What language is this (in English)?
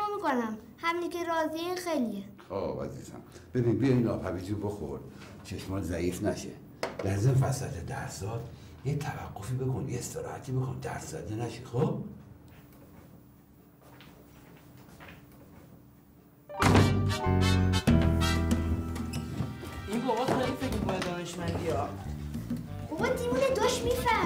Persian